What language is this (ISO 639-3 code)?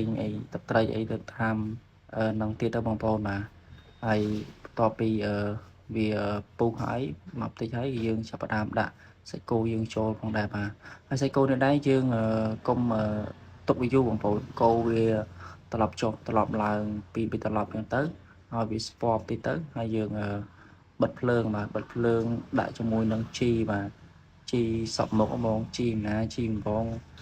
khm